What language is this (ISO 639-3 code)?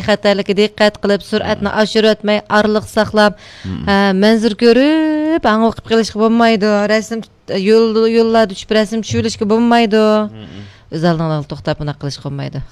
uig